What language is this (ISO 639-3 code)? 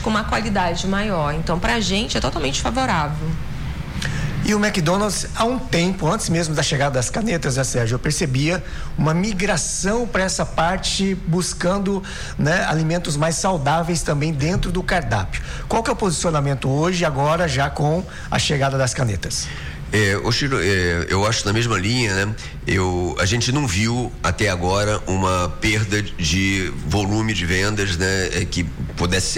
por